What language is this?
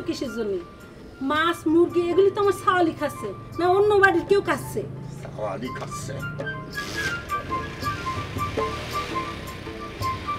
Bangla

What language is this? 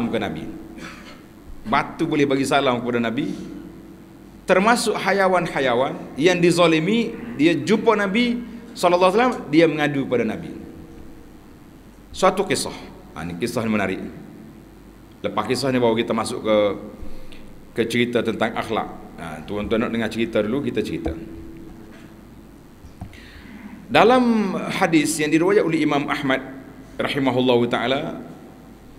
Malay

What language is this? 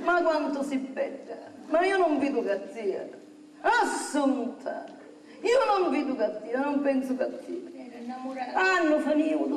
Sicilian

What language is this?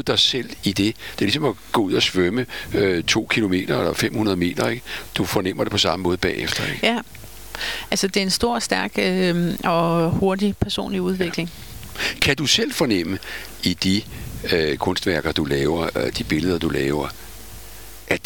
Danish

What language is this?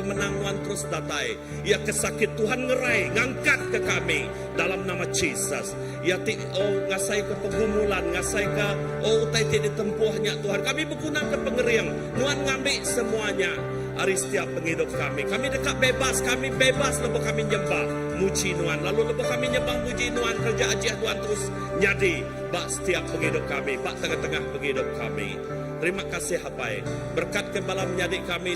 Iban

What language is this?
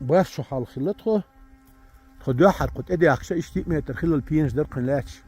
Chechen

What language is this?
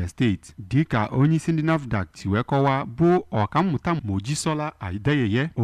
Igbo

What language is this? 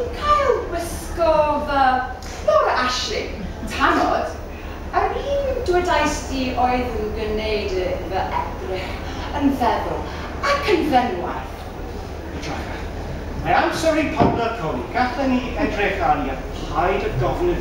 Welsh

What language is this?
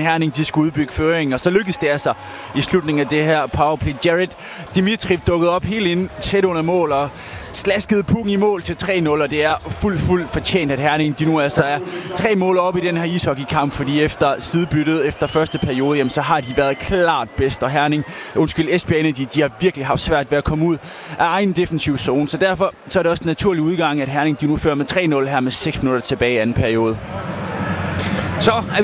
Danish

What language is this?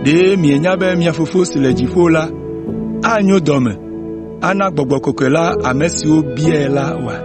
Ewe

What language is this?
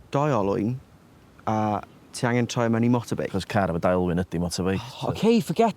Welsh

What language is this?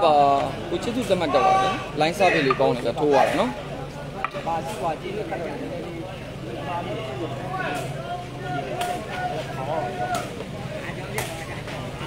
Burmese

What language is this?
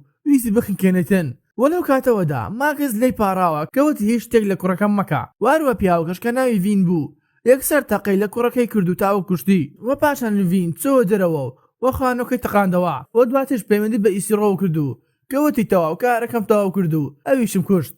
Central Kurdish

